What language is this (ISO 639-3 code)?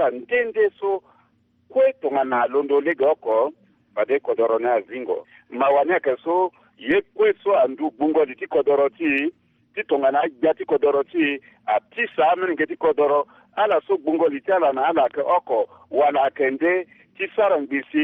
sag